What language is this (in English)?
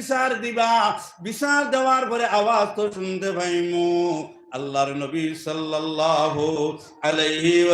Sylheti